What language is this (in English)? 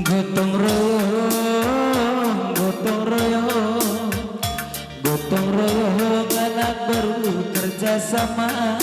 Batak Karo